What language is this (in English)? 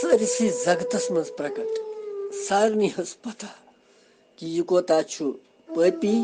Kashmiri